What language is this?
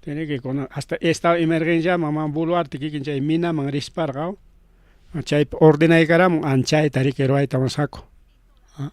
Ayacucho Quechua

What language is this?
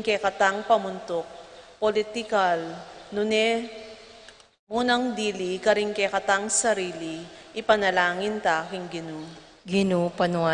Pampanga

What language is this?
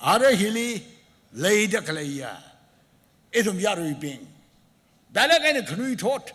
Tangkhul Naga (India)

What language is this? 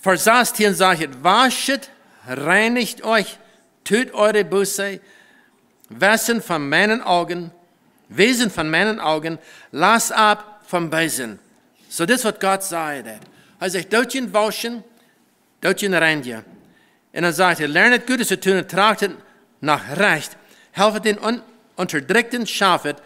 Plautdietsch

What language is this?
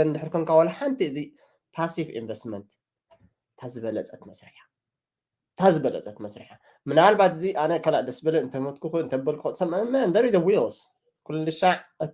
Tigrinya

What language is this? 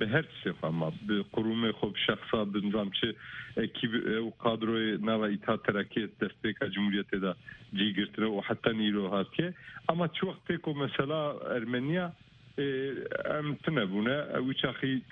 Kurdish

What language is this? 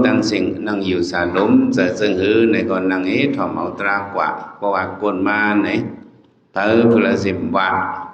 Shan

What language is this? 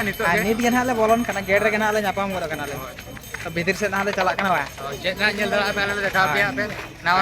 Santali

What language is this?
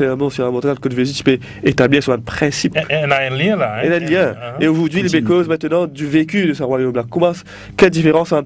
Morisyen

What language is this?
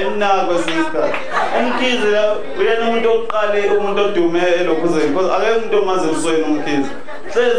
Zulu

